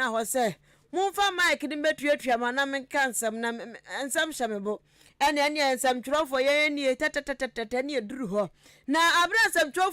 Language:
Akan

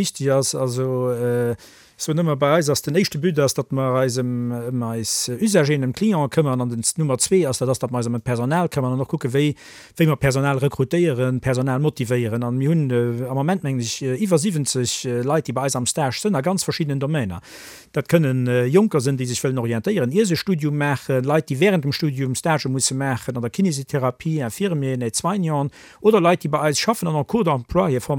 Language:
Luxembourgish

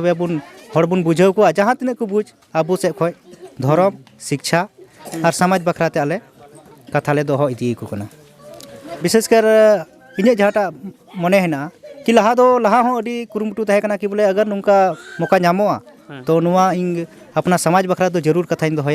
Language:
Santali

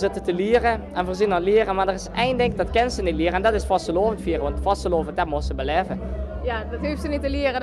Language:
Limburgish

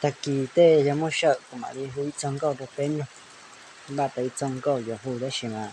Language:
Hmong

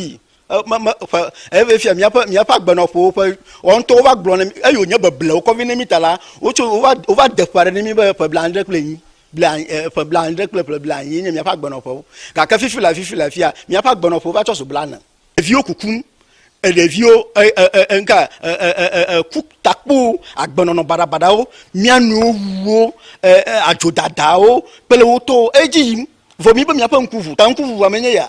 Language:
Ewe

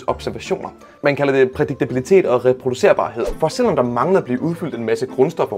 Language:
Danish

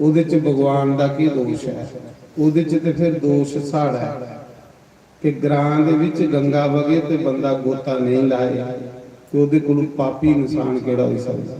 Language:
Dogri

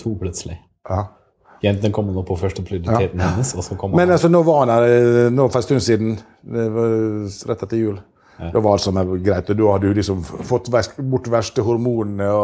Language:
Norwegian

